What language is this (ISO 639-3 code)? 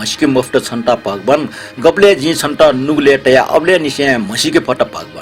new